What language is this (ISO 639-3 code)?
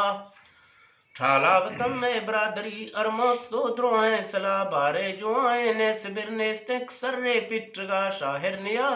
bgp